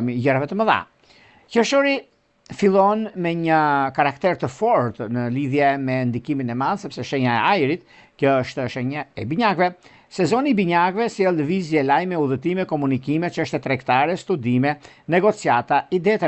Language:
Albanian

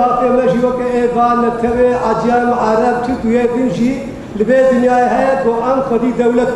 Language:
Kurdish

